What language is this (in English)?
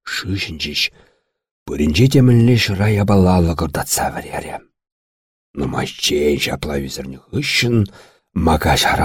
Chuvash